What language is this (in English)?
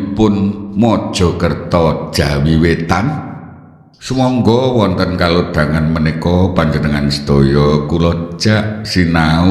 Javanese